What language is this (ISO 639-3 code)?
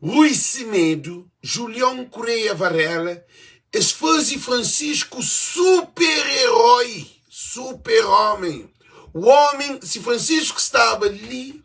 kea